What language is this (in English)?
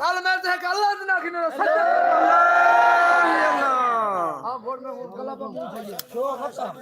Saraiki